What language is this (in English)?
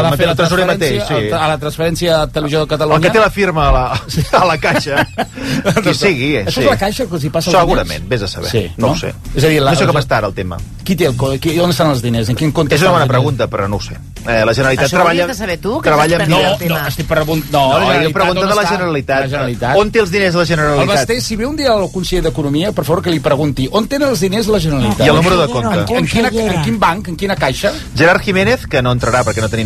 Catalan